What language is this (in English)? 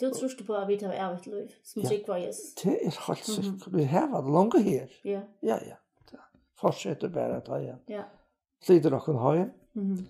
Faroese